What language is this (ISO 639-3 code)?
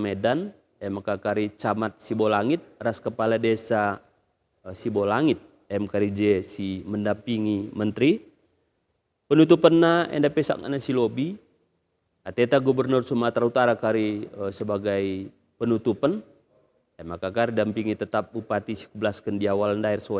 btx